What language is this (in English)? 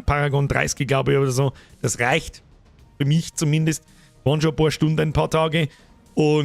Bavarian